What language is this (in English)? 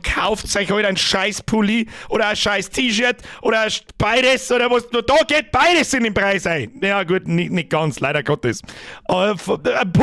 Bavarian